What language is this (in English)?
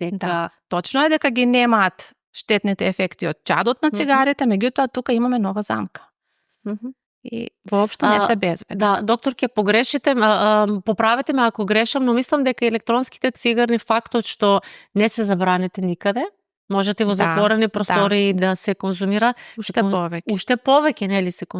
Macedonian